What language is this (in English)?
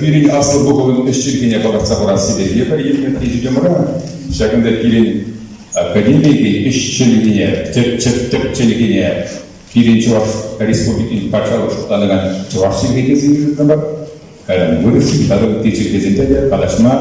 Chuvash